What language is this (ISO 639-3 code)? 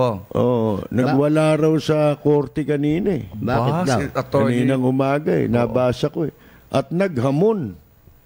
fil